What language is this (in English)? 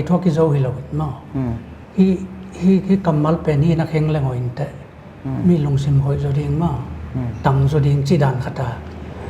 Paite Chin